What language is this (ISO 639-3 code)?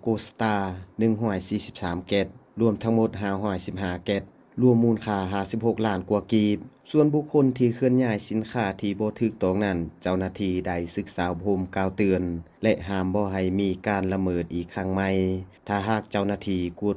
lao